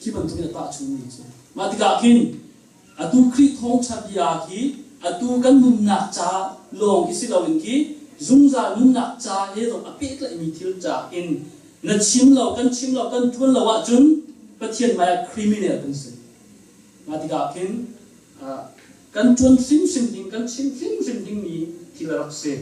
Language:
Hakha Chin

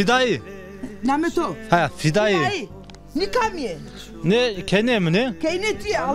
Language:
Zaza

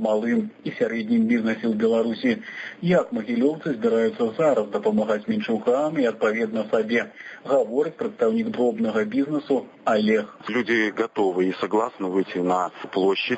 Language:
Belarusian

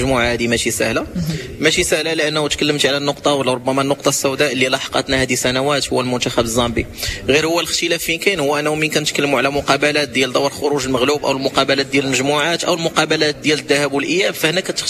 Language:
Moroccan Arabic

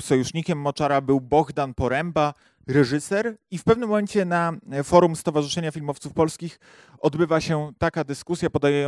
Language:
Polish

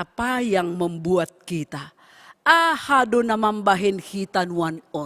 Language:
Batak Simalungun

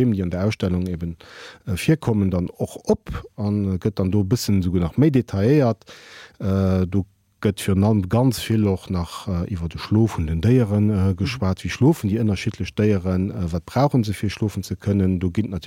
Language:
Luxembourgish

